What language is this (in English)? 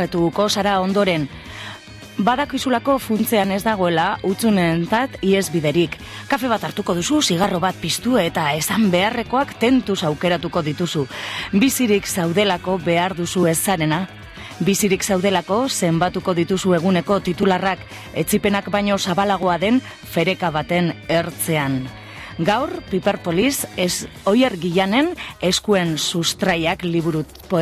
Basque